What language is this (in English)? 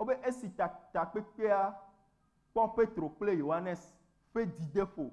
Ewe